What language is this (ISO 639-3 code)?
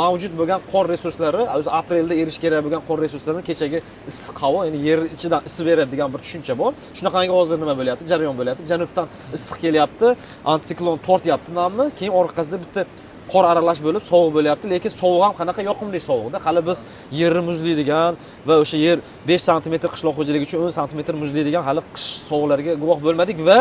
uzb